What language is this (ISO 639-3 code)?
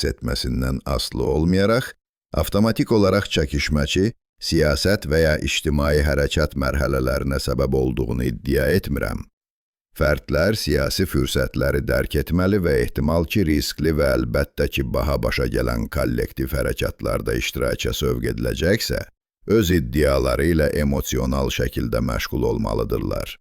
azb